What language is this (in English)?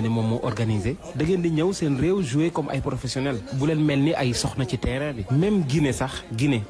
Wolof